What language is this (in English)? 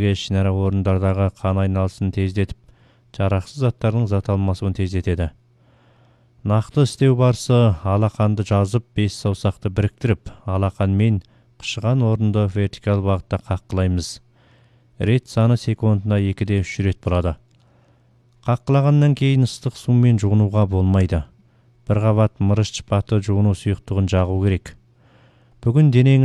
Kazakh